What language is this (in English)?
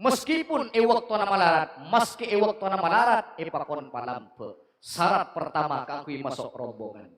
Madurese